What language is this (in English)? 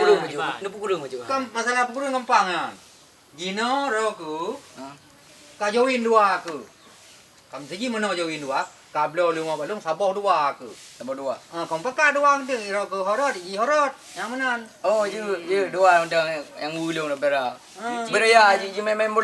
Achinese